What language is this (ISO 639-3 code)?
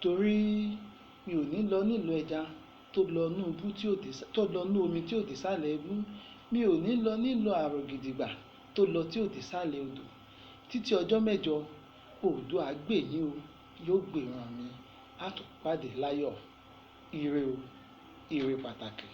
yor